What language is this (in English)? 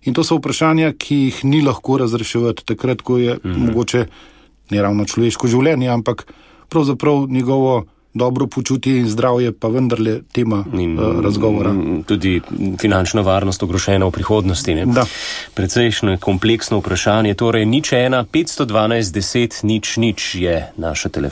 Slovenian